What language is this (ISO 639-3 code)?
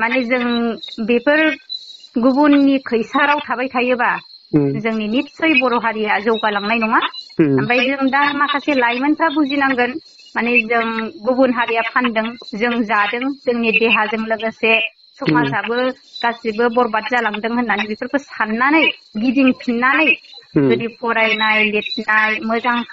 brx